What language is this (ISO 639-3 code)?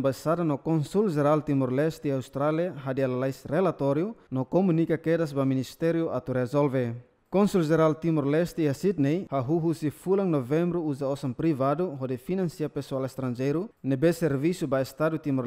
tet